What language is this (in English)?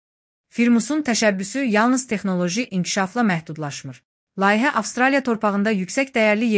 Azerbaijani